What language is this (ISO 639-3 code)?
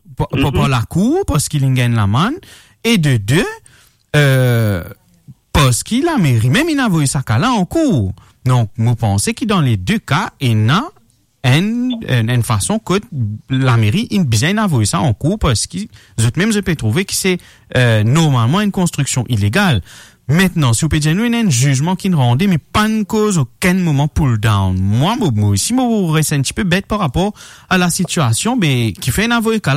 mfe